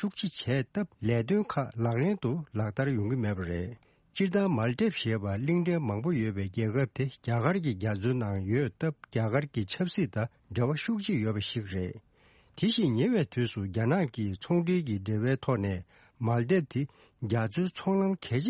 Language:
Tibetan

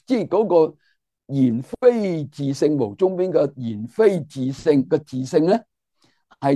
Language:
Cantonese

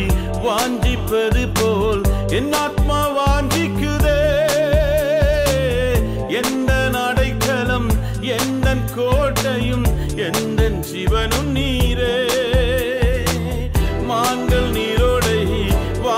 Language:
Tamil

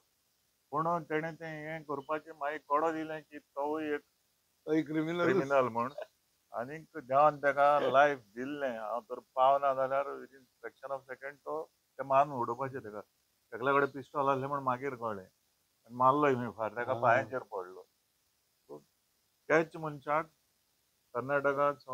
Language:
Konkani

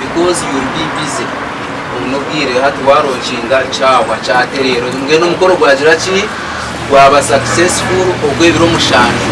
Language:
Nyankole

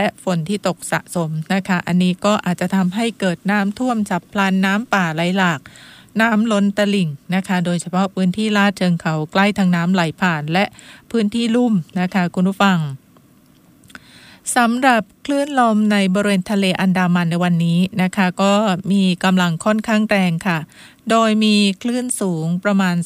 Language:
Thai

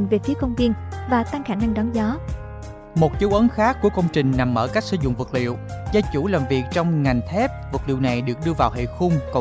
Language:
Vietnamese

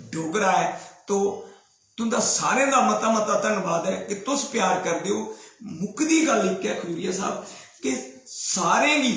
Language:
Dogri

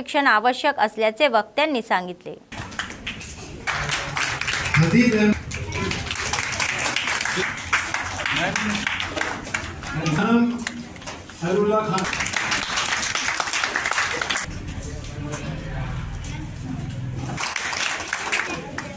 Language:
Marathi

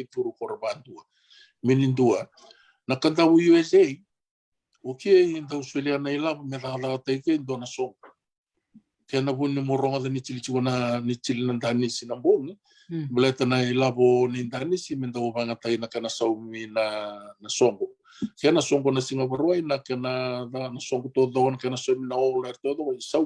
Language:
Fijian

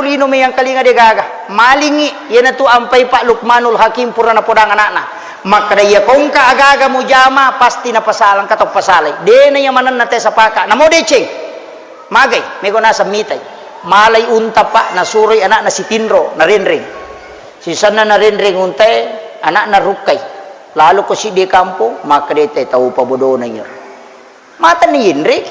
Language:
Buginese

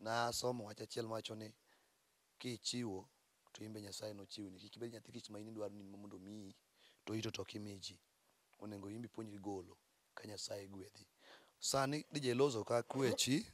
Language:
Luo (Kenya and Tanzania)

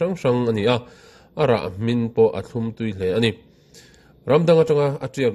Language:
Mizo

